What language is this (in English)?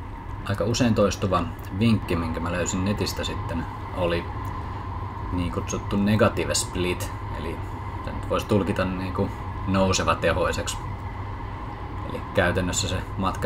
Finnish